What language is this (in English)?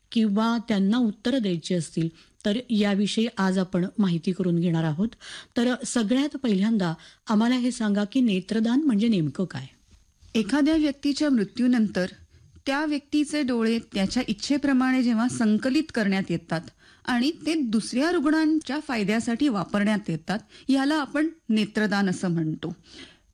Marathi